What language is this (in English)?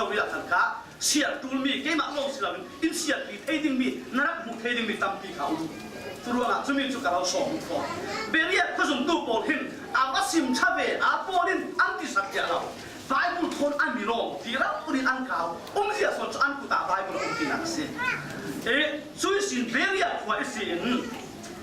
Falam Chin